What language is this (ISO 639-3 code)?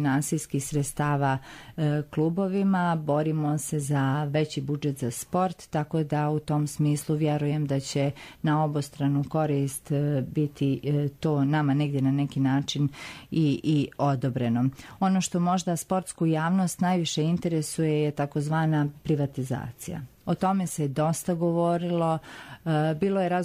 bos